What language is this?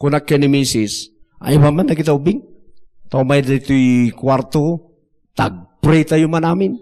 Iloko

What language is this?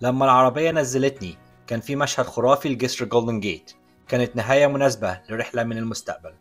Egyptian Arabic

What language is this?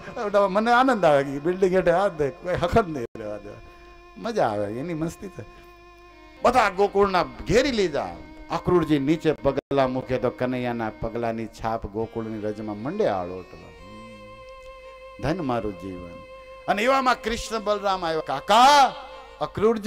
Gujarati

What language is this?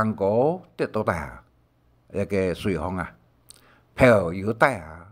Hakka Chinese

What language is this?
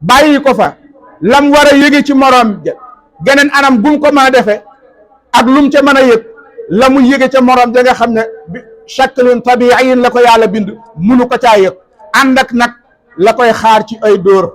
Wolof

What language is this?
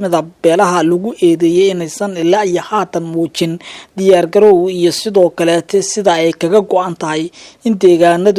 Somali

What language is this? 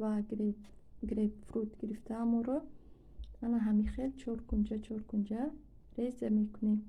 Tajik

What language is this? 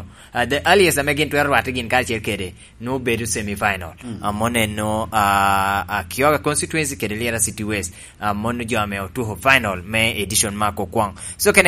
Lango (Uganda)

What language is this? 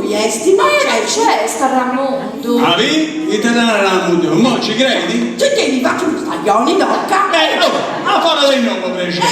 Sardinian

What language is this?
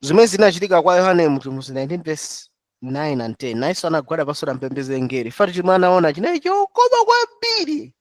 Nyanja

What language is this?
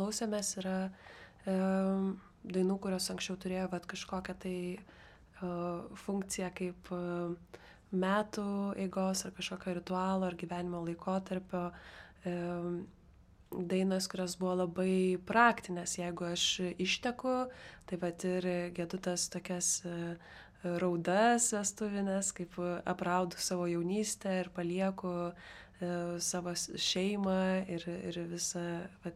Lithuanian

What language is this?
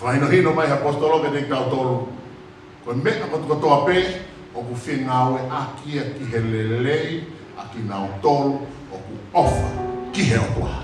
Tongan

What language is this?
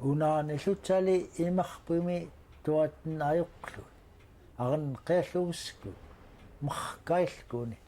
Central Yupik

